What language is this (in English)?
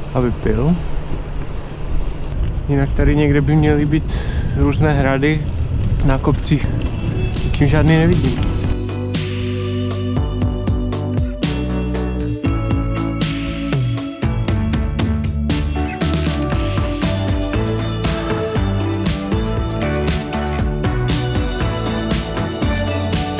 Czech